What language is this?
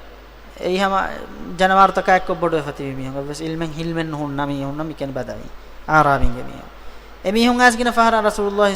Divehi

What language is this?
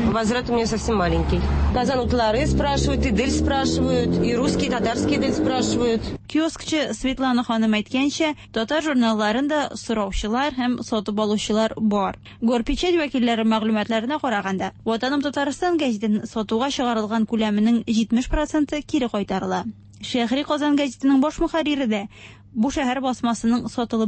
Tatar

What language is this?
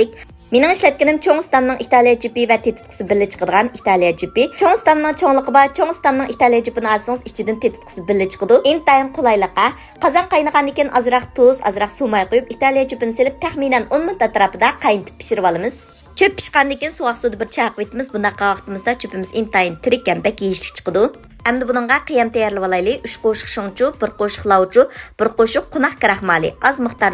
Uyghur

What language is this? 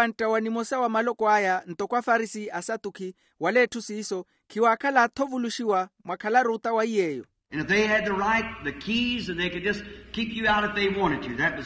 Makhuwa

